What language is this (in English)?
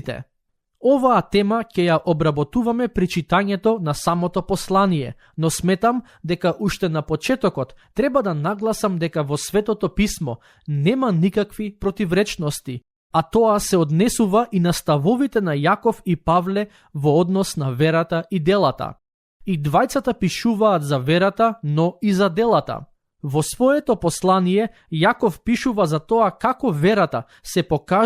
Macedonian